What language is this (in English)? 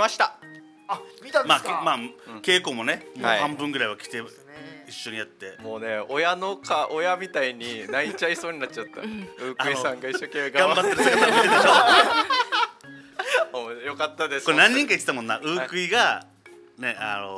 Japanese